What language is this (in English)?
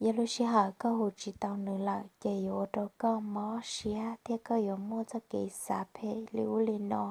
Hmong